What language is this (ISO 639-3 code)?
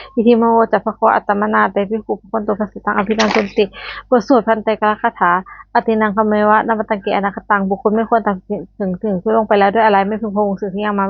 pli